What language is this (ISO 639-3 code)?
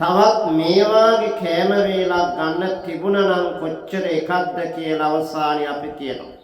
sin